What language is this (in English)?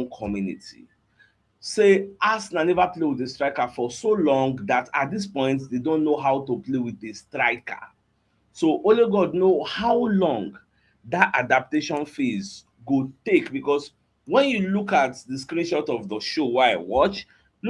Nigerian Pidgin